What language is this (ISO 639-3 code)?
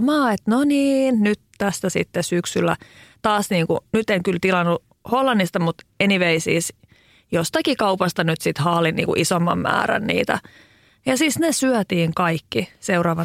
fin